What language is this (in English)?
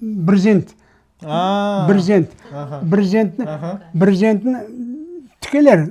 Crimean Tatar